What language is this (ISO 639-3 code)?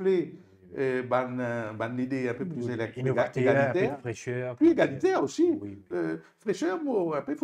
mfe